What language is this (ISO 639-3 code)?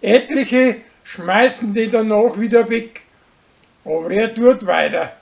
bar